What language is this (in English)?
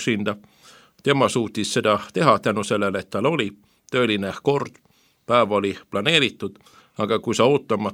Estonian